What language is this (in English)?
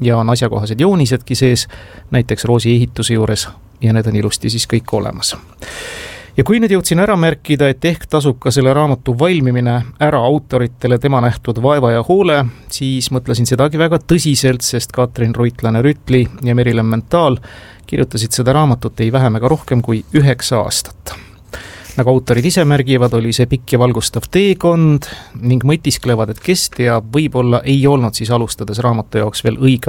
Estonian